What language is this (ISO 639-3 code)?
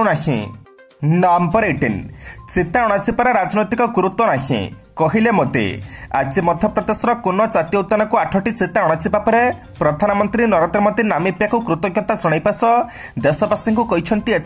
ori